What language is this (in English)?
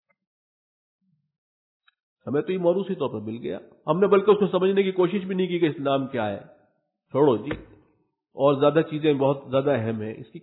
Urdu